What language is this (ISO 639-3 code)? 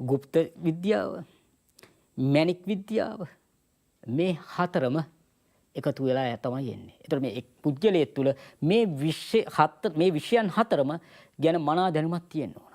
sin